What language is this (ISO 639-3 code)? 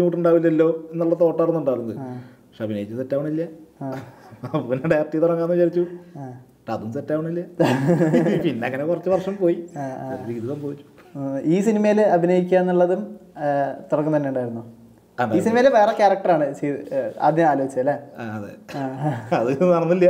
mal